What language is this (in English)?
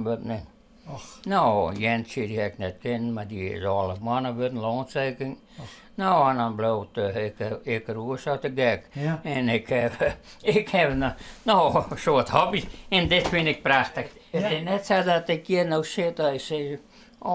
Western Frisian